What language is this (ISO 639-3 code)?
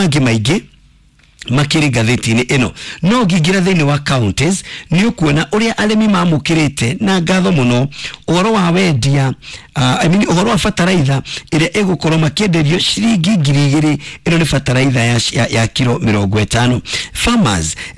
kik